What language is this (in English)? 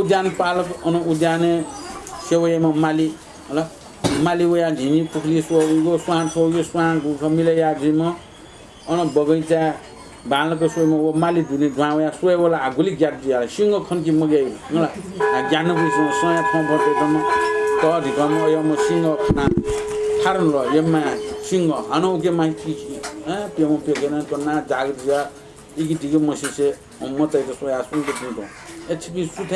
Newari